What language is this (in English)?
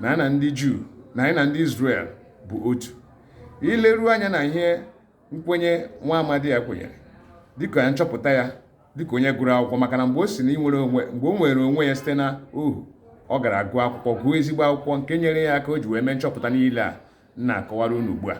Igbo